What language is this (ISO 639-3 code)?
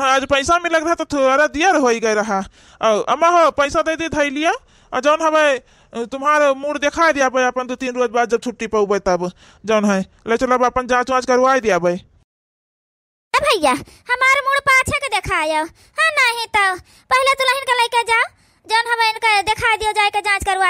awa